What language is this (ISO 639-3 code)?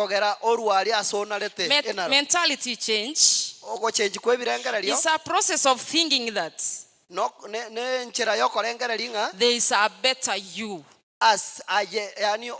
guz